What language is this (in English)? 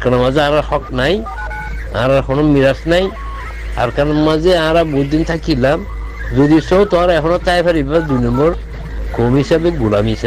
Rohingya